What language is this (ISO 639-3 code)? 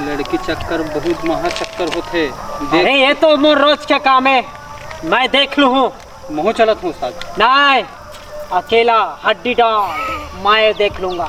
hne